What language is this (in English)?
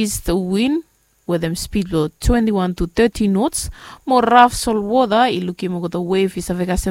Bislama